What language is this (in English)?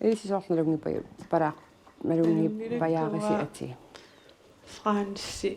Kalaallisut